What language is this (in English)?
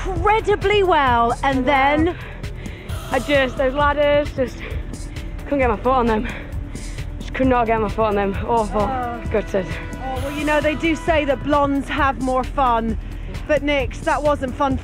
English